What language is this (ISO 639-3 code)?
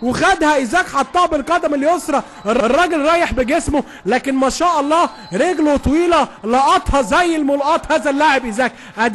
arz